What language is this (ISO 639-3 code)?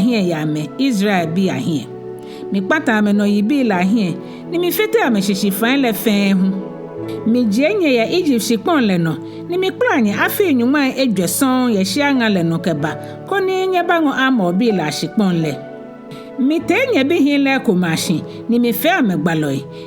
gaa